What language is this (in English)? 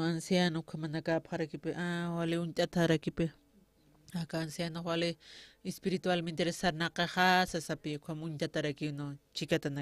Aymara